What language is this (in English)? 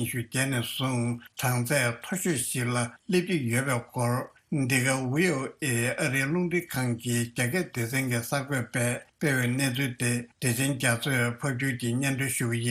Tibetan